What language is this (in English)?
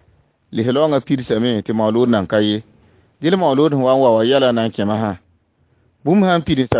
Mossi